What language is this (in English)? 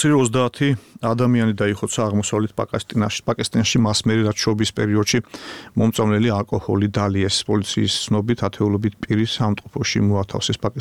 Georgian